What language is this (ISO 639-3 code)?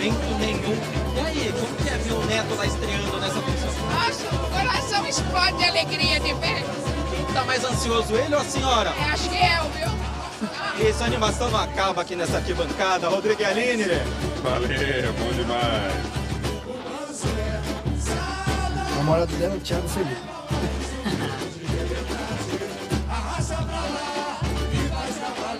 por